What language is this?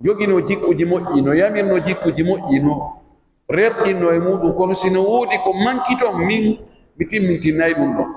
Pular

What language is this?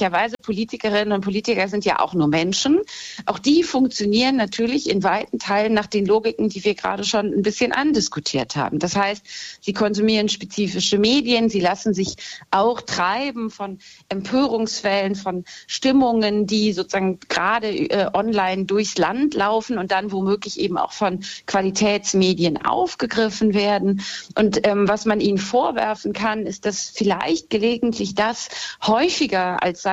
German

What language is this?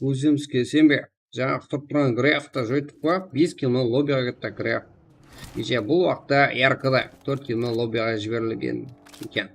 Kara-Kalpak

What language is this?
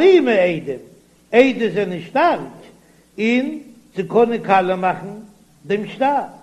Yiddish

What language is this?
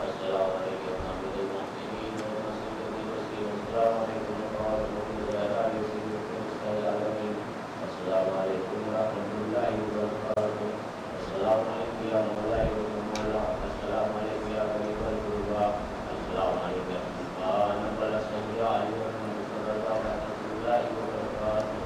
Urdu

